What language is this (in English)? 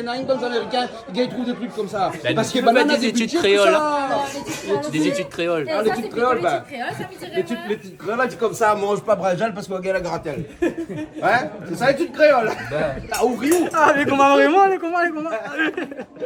Réunion Creole French